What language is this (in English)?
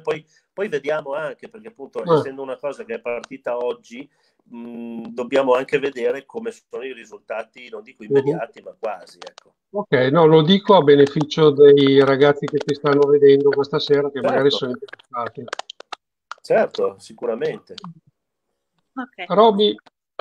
Italian